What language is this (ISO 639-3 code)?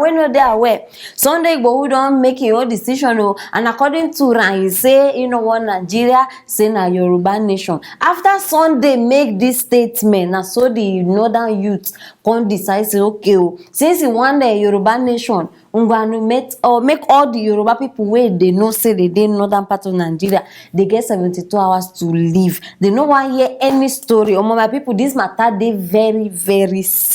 pcm